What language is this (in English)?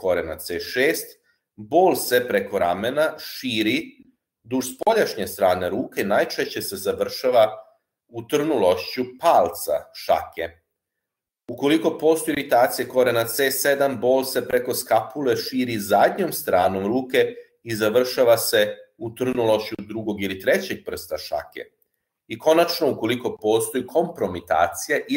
Serbian